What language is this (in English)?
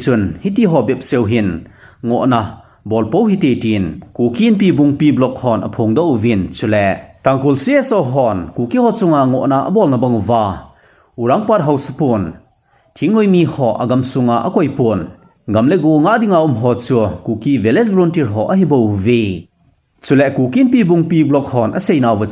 Thado Chin